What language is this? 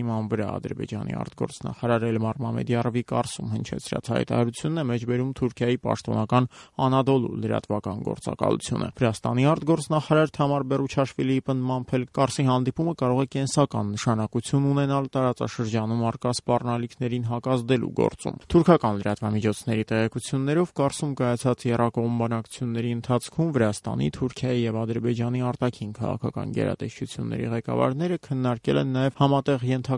Armenian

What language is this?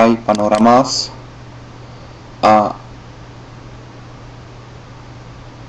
Czech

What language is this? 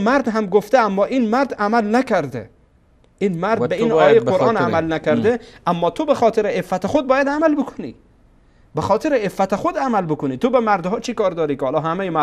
Persian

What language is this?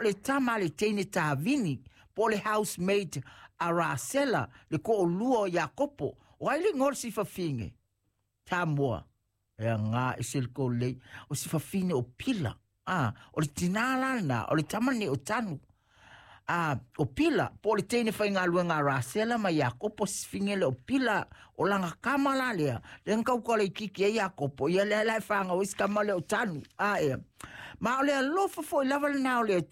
Samoan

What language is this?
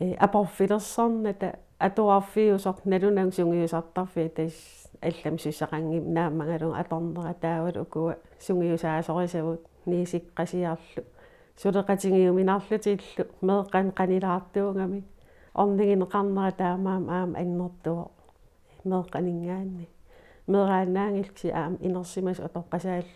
Kalaallisut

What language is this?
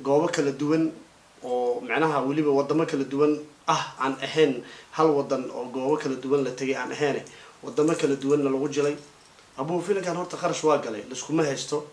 Somali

